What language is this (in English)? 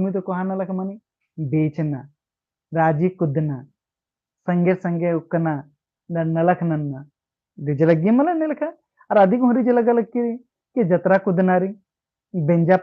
Kurukh